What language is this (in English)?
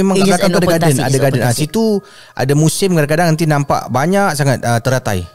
Malay